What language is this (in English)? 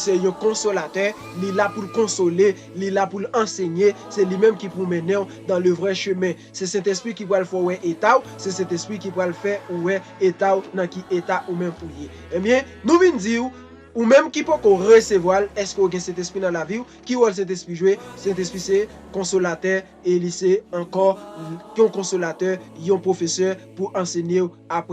Haitian Creole